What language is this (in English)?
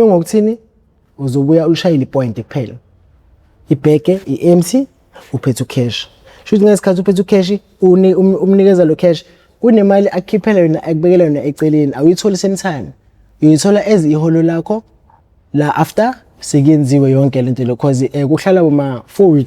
Zulu